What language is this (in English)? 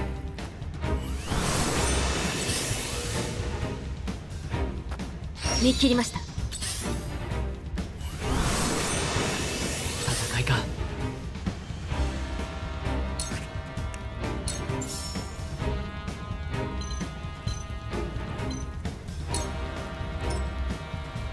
Japanese